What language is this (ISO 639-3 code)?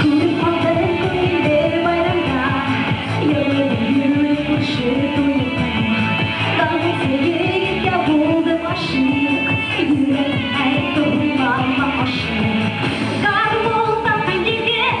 bak